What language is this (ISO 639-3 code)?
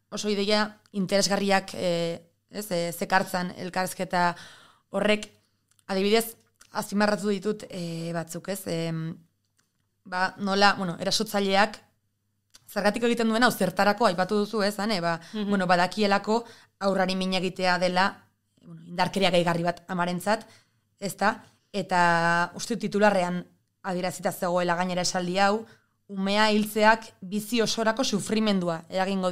eus